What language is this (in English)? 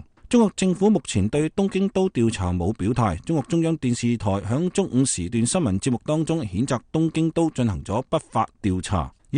Cantonese